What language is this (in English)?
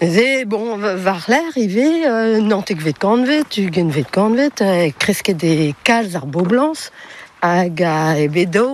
Breton